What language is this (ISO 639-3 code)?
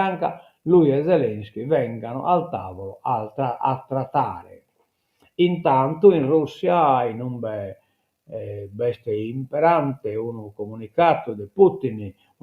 srd